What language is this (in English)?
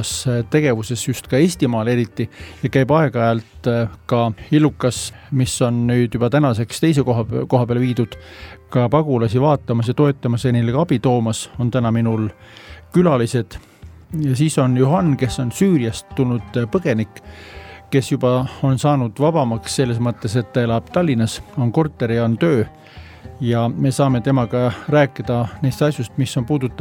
Estonian